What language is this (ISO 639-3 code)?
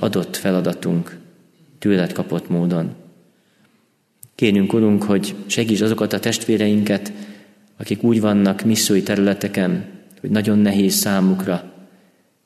hun